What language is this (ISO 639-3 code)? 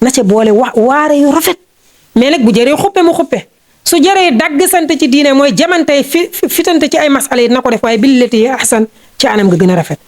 wol